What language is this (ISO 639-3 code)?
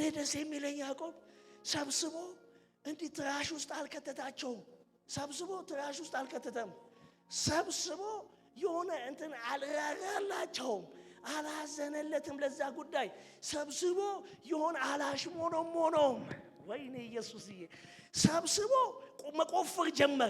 amh